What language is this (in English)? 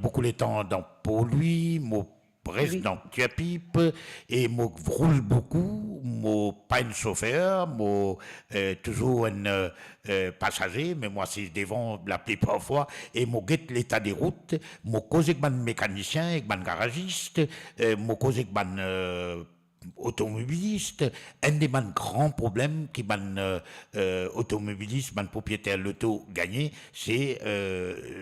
Morisyen